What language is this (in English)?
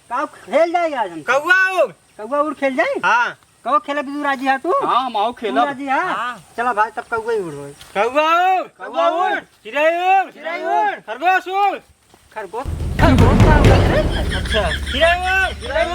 Awadhi